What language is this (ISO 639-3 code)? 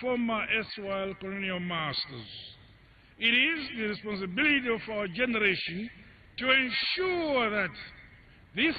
tsn